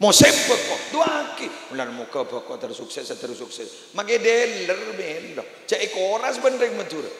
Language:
Madurese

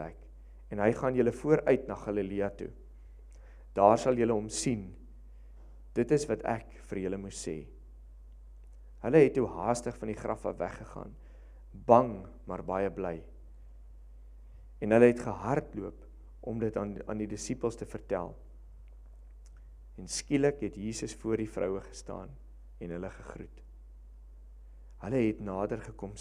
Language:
Afrikaans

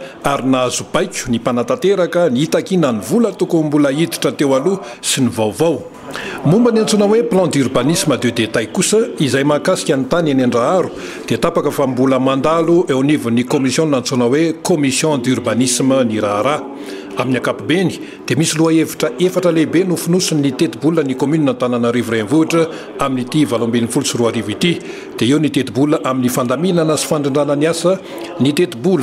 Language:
Malagasy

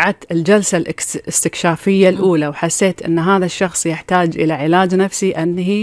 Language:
Gulf Arabic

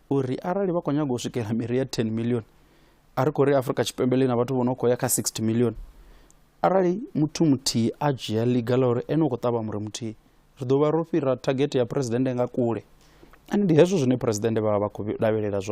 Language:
Venda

